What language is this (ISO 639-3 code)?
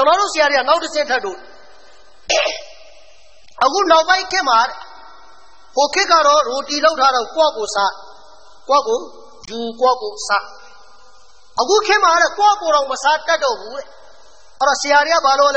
mya